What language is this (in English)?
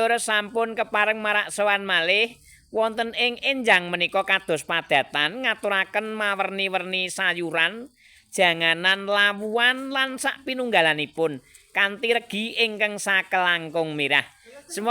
Javanese